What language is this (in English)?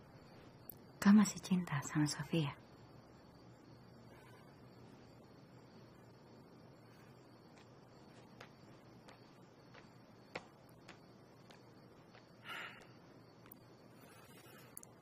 Indonesian